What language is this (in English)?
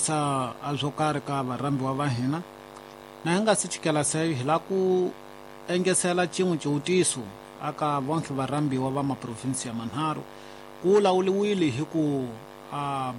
Tsonga